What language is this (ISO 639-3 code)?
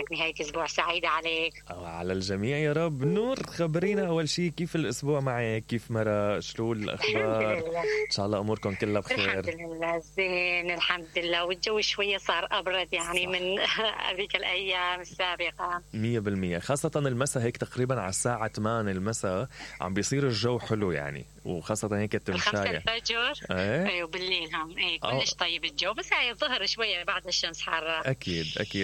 acm